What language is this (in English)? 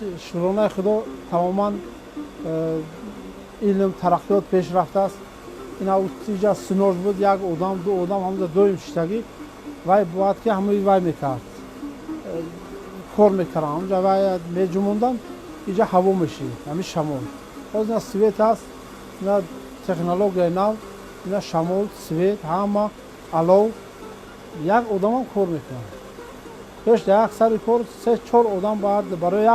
Tajik